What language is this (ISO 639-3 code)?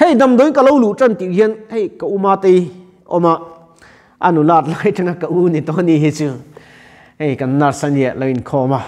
lus